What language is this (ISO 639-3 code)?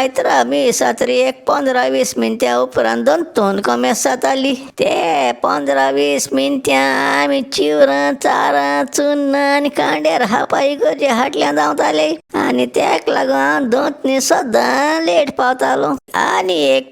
kok